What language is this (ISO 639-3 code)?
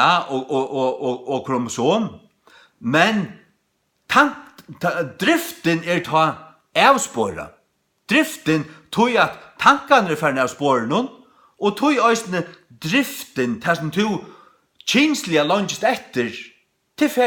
fao